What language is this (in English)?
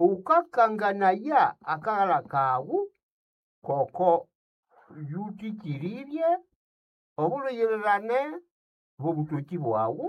Nande